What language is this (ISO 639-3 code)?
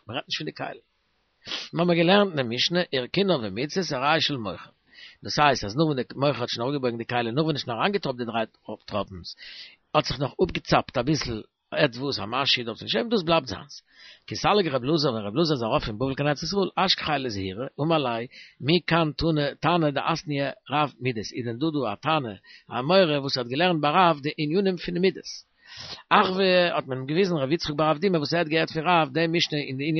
yid